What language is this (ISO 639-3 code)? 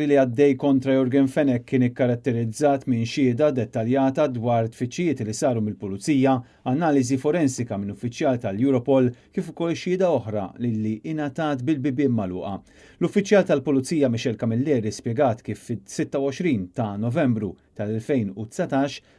mlt